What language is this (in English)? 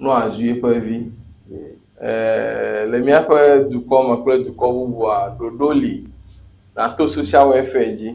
Ewe